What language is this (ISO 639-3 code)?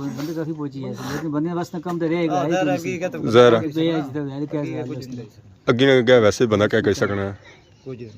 phr